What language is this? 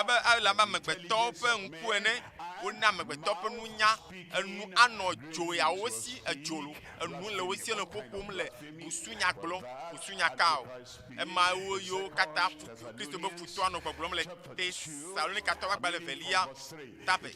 Ewe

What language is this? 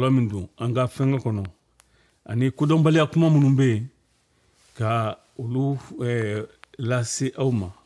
Bambara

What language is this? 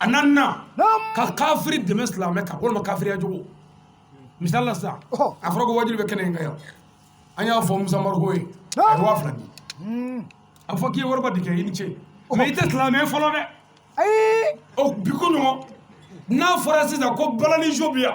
Bambara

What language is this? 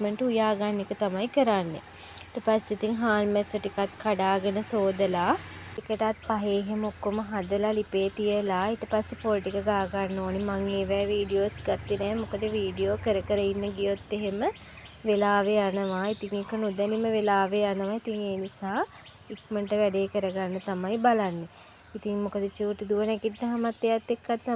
Sinhala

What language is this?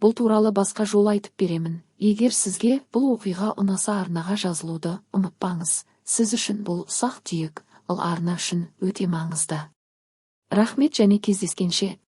Kazakh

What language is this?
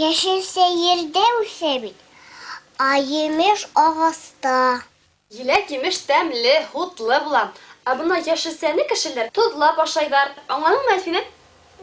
Bashkir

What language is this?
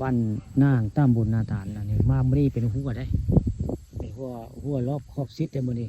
Northeastern Thai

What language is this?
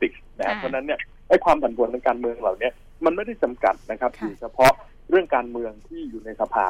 Thai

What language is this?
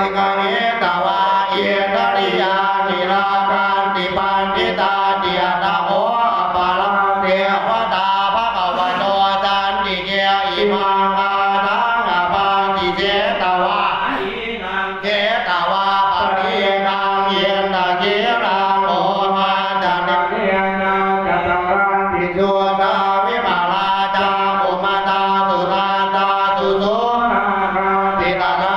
Pali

